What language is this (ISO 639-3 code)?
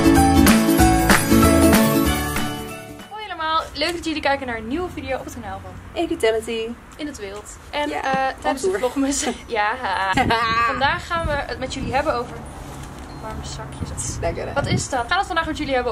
nld